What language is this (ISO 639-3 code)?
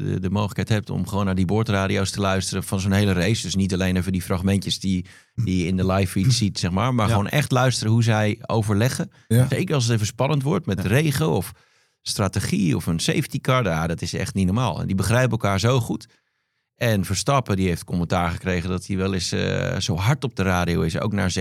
nld